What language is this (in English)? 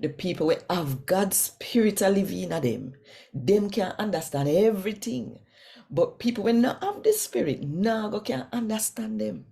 Jamaican Creole English